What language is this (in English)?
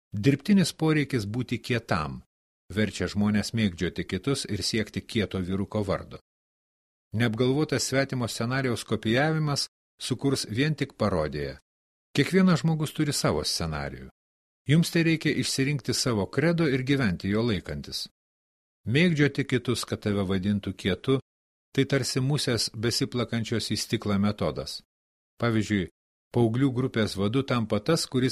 Lithuanian